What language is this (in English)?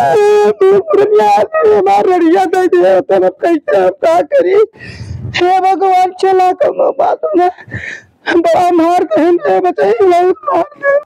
Awadhi